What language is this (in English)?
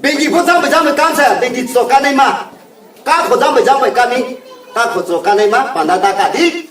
Riang (India)